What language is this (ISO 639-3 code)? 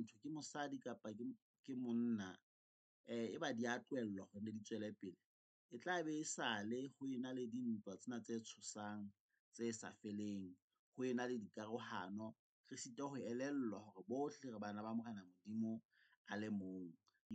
sot